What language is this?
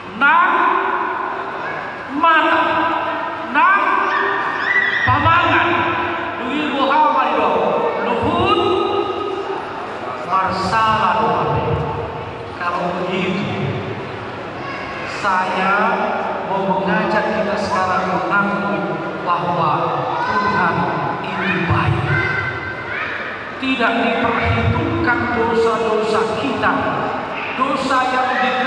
Indonesian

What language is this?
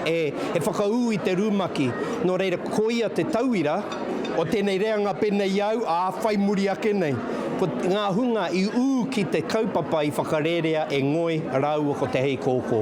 Māori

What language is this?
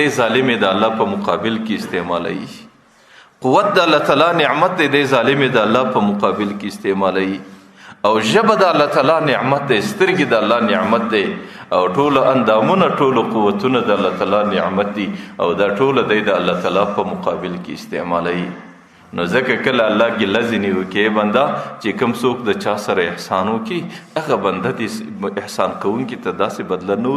Pashto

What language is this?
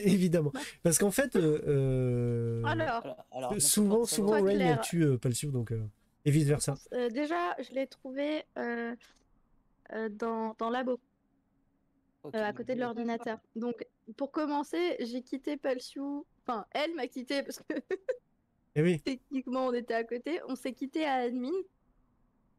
French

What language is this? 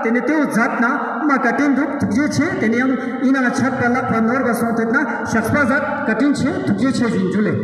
Ladakhi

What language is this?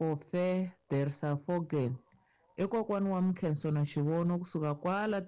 Tsonga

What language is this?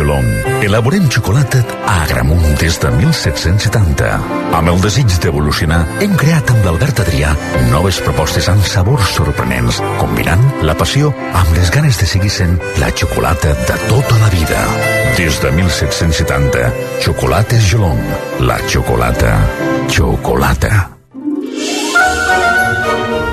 Catalan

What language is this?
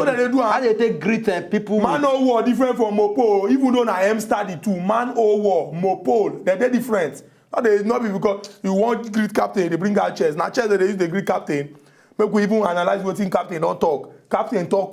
Nigerian Pidgin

